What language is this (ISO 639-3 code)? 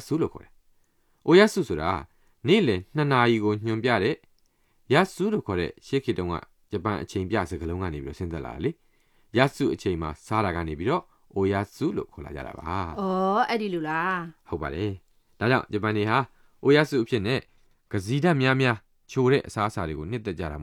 mya